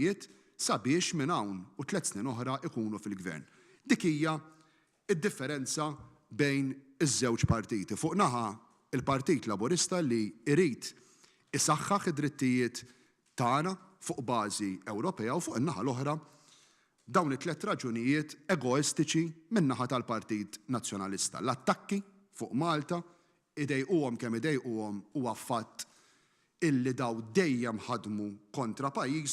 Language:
Maltese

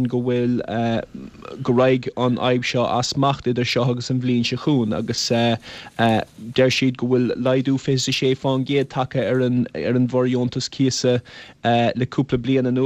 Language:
Irish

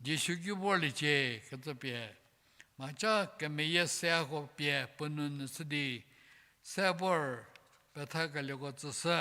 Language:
Angami Naga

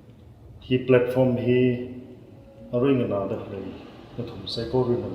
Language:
Tangkhul Naga (India)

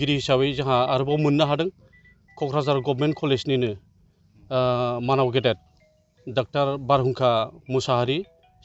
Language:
Bodo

